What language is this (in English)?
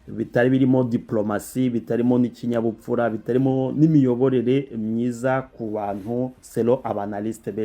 Kinyarwanda